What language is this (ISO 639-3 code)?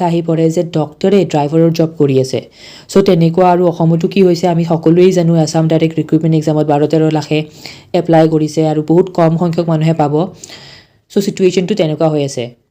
asm